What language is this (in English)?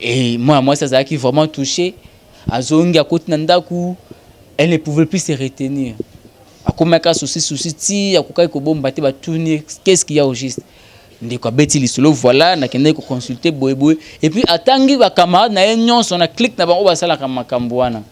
Lingala